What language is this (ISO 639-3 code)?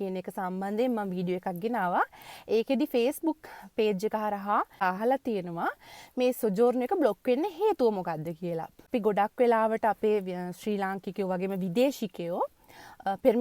sin